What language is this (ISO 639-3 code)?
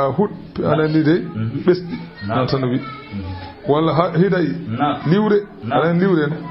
ful